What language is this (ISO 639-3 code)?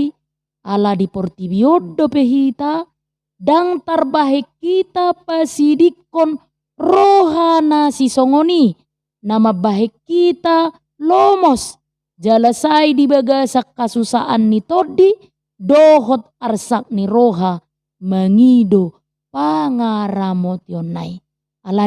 bbc